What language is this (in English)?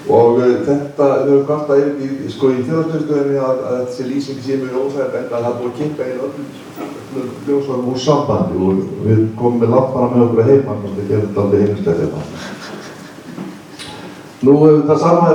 Icelandic